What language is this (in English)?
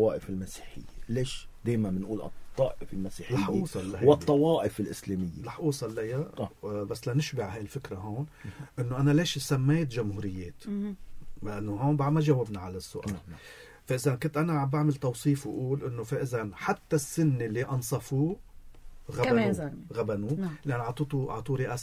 North Levantine Arabic